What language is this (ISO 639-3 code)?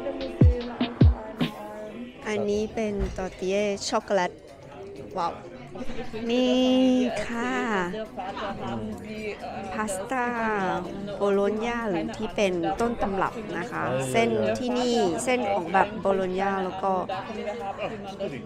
tha